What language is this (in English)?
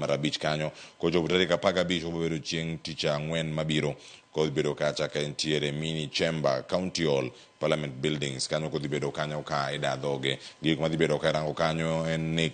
Luo (Kenya and Tanzania)